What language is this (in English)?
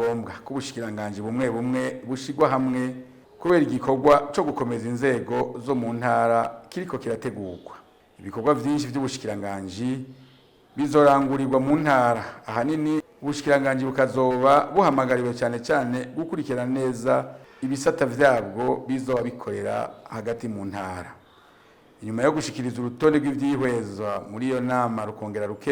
Rundi